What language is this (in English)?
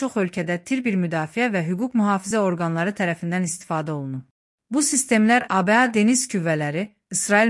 Azerbaijani